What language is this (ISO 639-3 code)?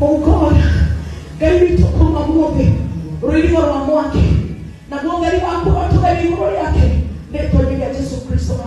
kik